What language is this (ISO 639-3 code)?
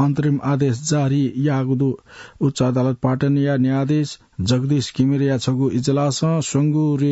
new